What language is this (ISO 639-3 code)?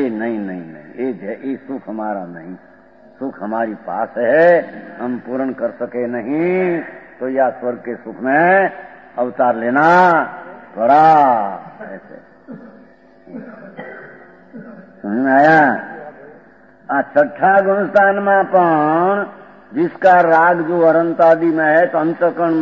hin